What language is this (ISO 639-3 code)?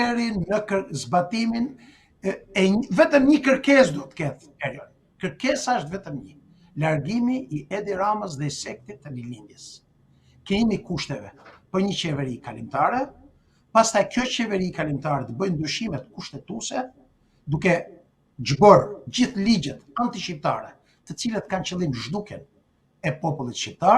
sqi